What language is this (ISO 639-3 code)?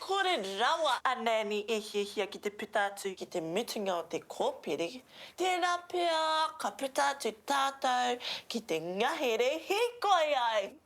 mri